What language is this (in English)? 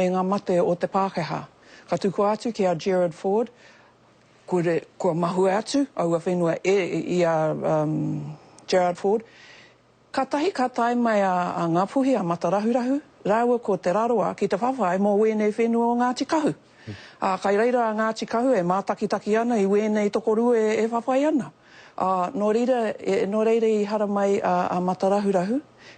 Māori